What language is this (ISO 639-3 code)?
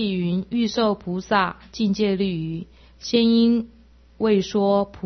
zho